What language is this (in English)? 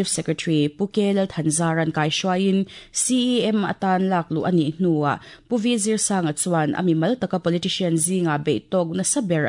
Mizo